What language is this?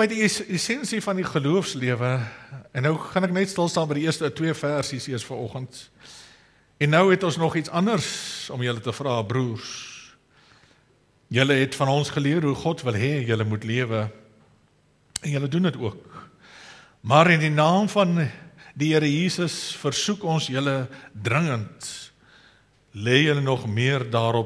Afrikaans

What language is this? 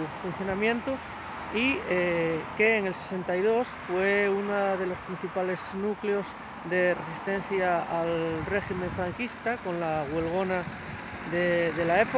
Spanish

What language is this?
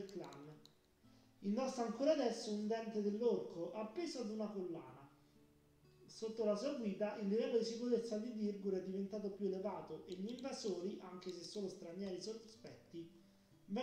Italian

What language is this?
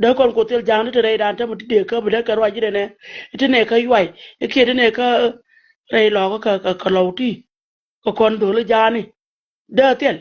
Nuer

